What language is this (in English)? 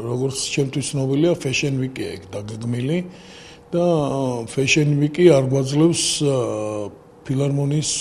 Georgian